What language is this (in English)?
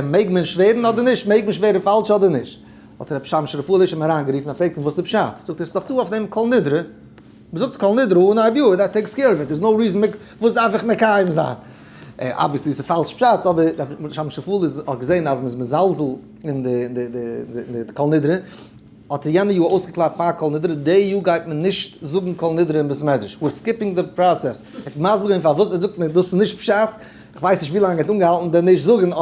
Yiddish